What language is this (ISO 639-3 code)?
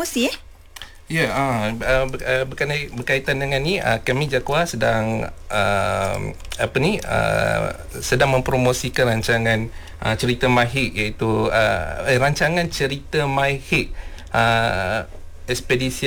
msa